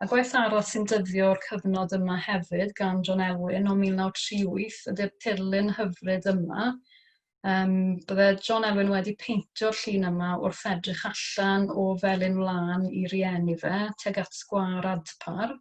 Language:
Welsh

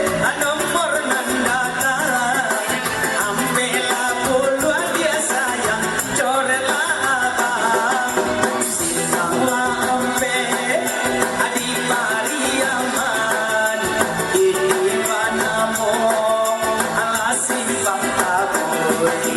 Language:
Minangkabau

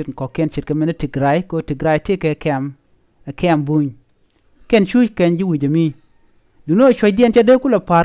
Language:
Nuer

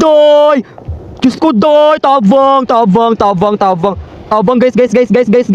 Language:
Cebuano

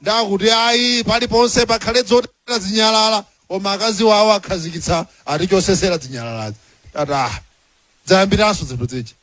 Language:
Nyanja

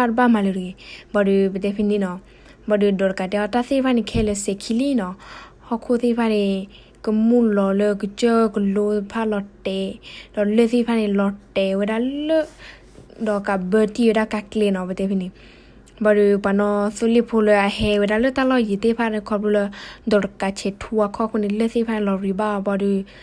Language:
S'gaw Karen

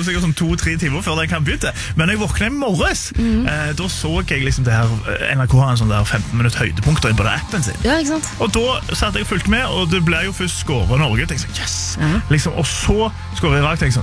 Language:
Norwegian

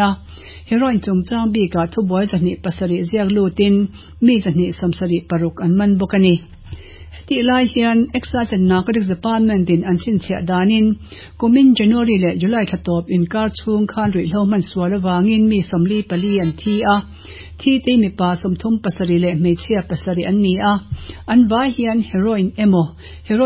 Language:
Mizo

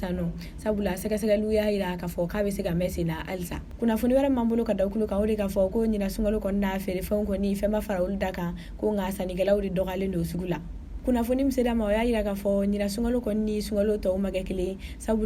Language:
Bambara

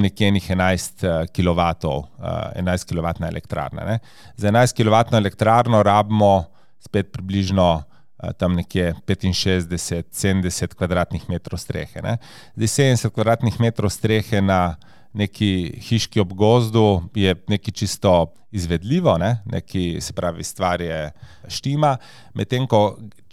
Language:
Slovenian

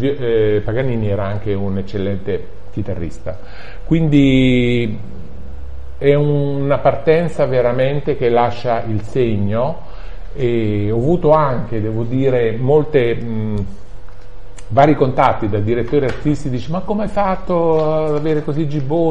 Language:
Italian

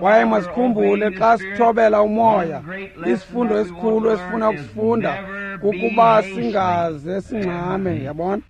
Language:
Xhosa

